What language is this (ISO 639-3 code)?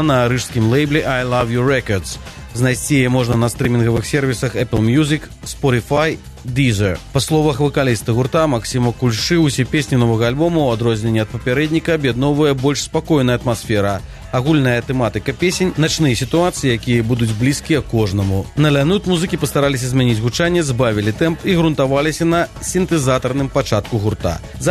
bel